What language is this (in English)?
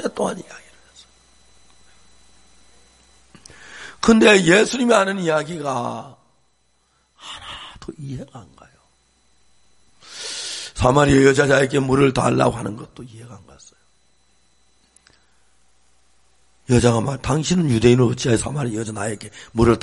Korean